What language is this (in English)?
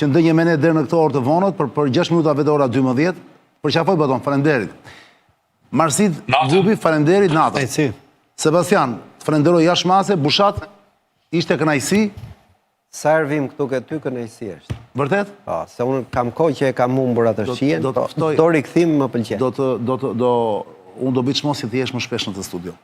Albanian